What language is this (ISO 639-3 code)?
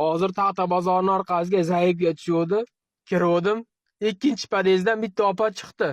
uzb